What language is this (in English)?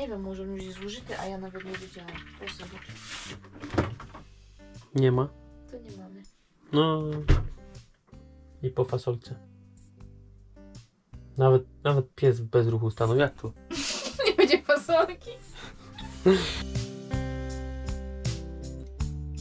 Polish